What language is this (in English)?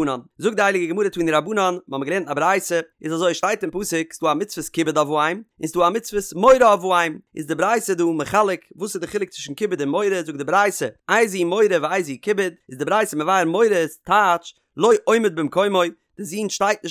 Yiddish